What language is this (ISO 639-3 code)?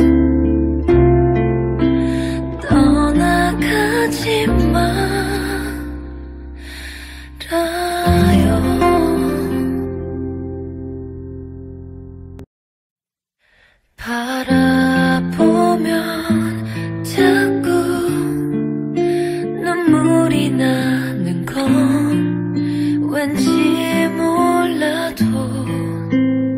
kor